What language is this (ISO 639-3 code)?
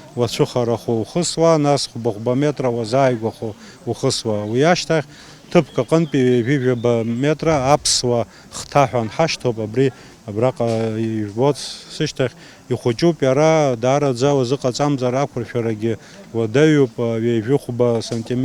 abk